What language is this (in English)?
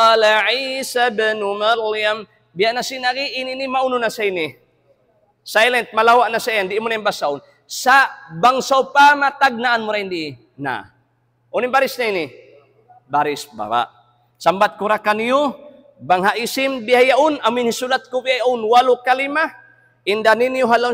Tausug